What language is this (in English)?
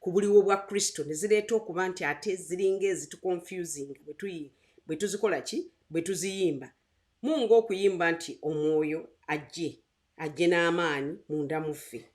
Ganda